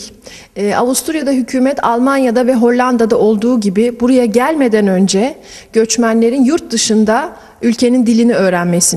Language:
Turkish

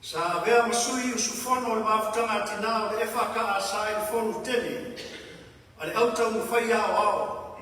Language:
Samoan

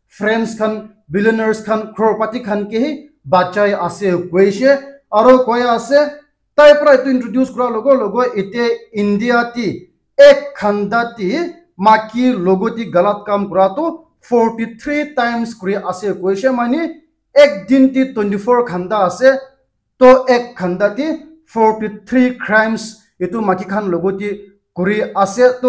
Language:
Naga Pidgin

